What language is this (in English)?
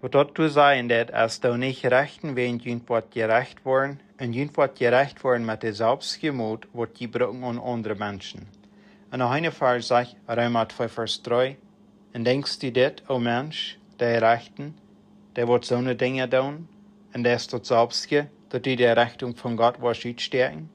Plautdietsch